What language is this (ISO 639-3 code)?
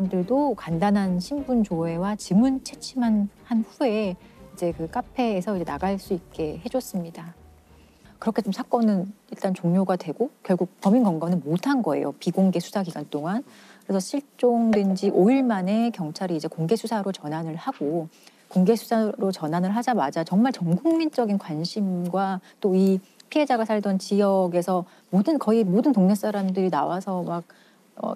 kor